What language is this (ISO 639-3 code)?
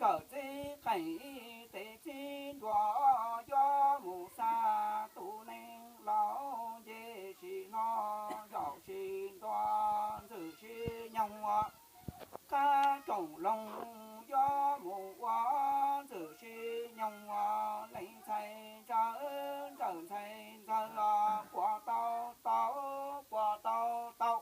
hmn